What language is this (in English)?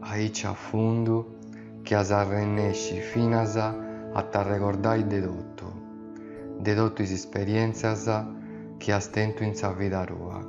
Sardinian